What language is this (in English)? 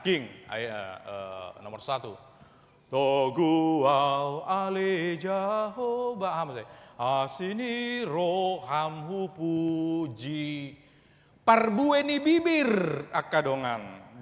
Batak Toba